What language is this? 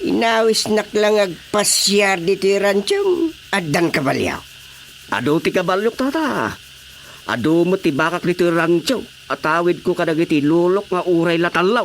Iloko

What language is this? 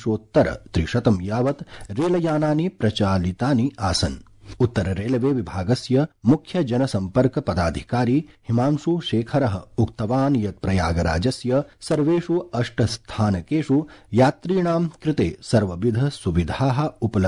Sanskrit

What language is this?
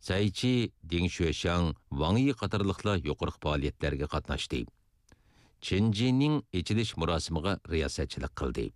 Uyghur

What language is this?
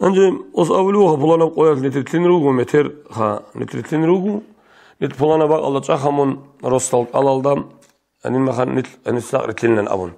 Avaric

